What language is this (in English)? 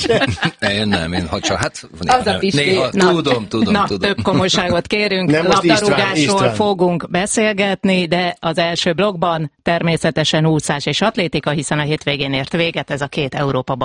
Hungarian